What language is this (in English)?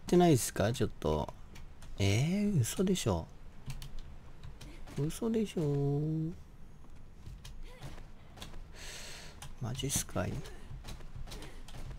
Japanese